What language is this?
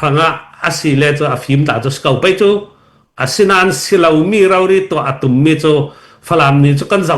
Hakha Chin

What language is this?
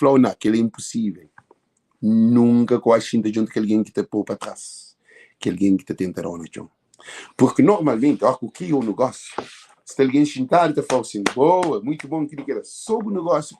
Kabuverdianu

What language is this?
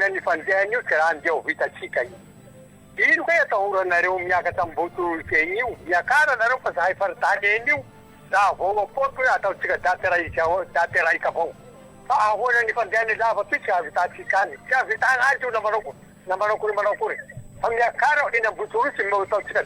Malagasy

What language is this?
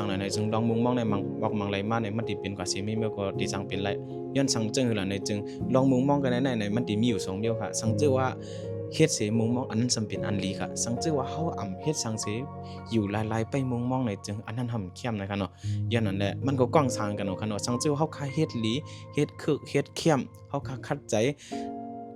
Shan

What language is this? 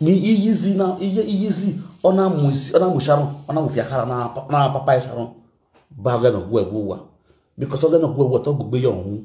Nigerian Pidgin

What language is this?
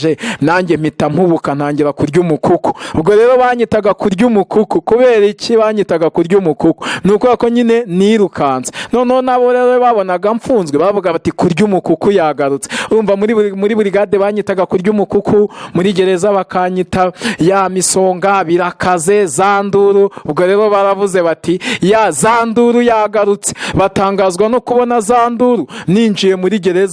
Kinyarwanda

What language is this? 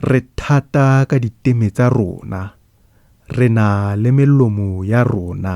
Tswana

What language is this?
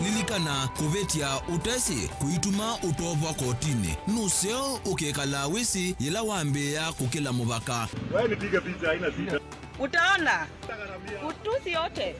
Kamba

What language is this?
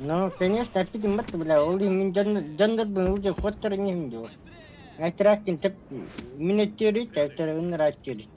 Yakut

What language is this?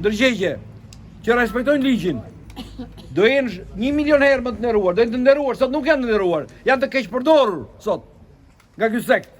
Albanian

